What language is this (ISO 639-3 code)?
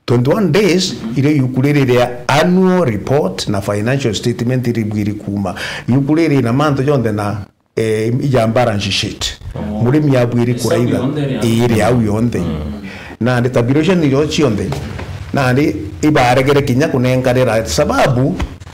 mer